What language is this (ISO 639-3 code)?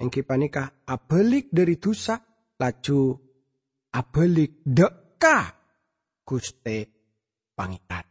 mad